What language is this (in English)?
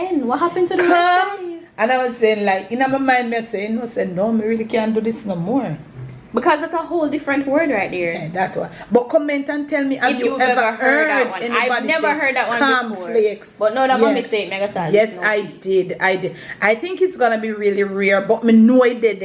Jamaican Creole English